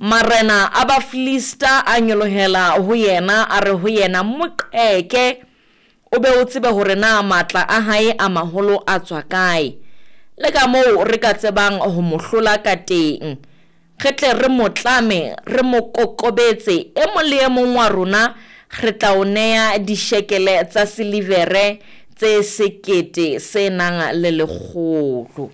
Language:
Southern Sotho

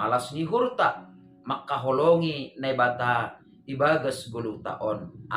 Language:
Batak Simalungun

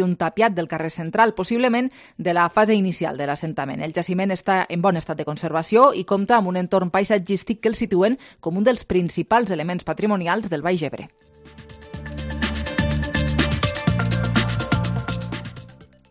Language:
Catalan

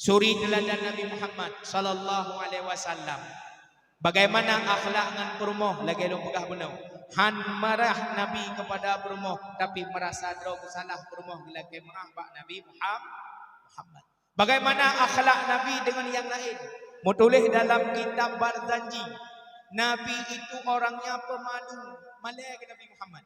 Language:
Achinese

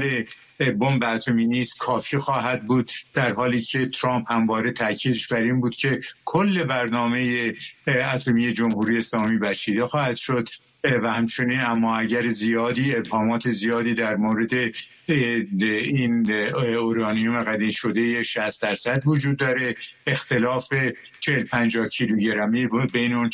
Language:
Persian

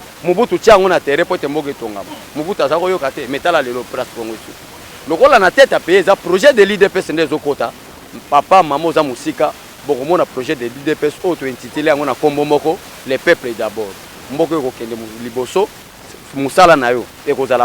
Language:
Lingala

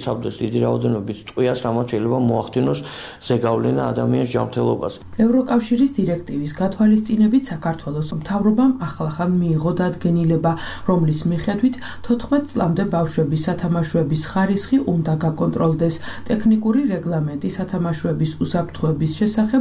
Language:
Georgian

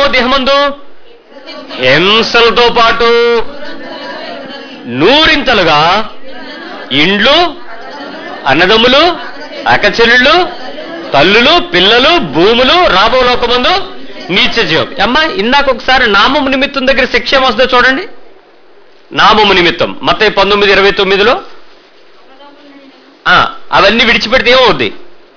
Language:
Telugu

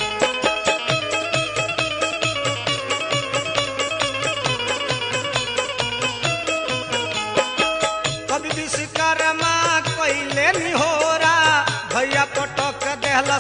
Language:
Bhojpuri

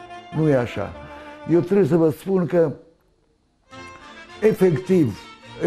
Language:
Romanian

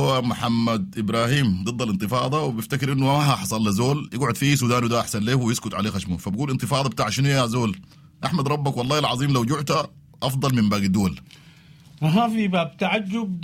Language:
Sudanese Arabic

